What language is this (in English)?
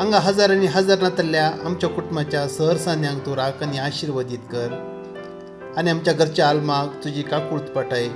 Konkani